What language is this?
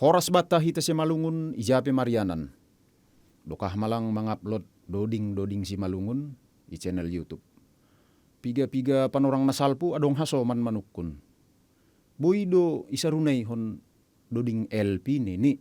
Batak Simalungun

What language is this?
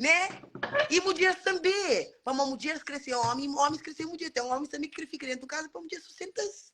Kabuverdianu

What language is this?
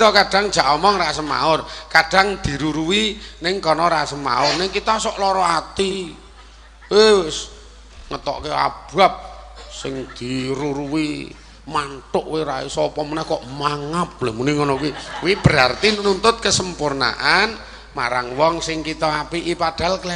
Javanese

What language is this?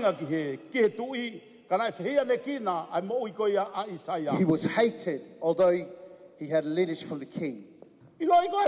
Tongan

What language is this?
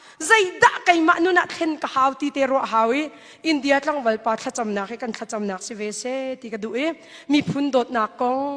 Hakha Chin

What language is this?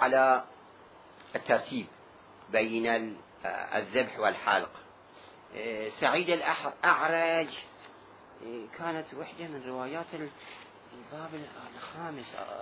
Mesopotamian Arabic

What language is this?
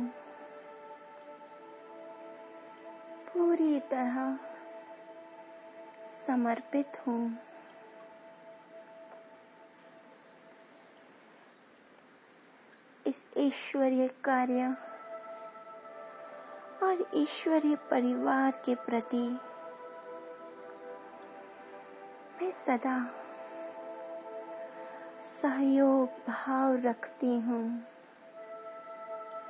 Hindi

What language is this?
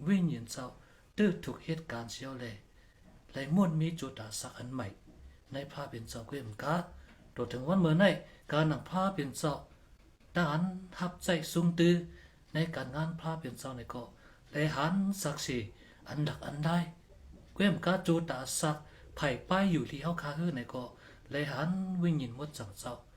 Shan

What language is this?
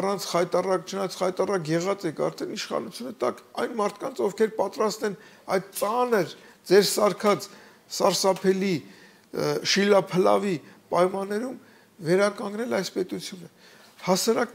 Armenian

